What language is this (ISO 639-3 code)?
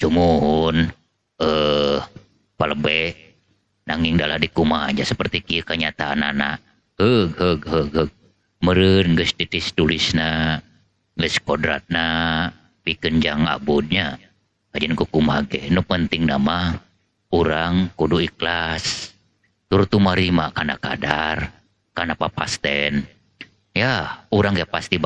sun